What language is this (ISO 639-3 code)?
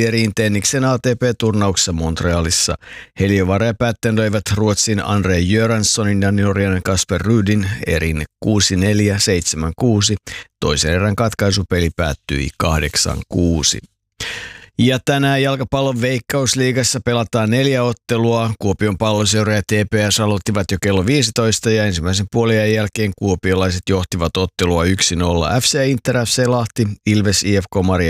fin